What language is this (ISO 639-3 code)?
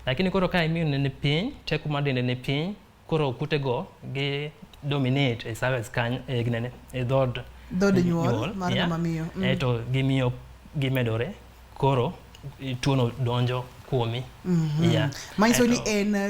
luo